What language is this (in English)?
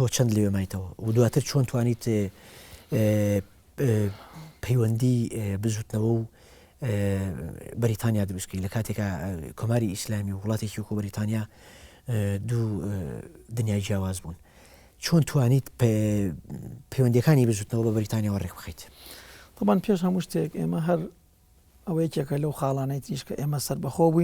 Central Kurdish